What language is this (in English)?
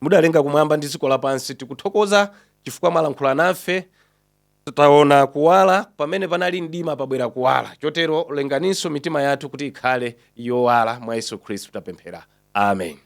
Nyanja